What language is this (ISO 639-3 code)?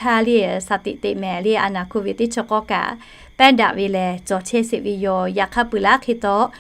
lhu